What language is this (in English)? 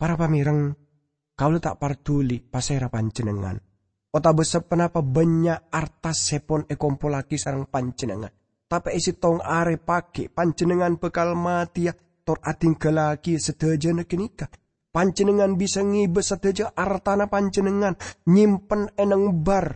Madurese